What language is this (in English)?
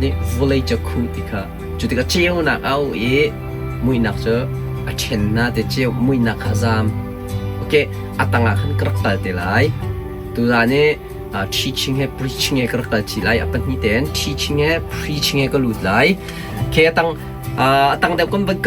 Hakha Chin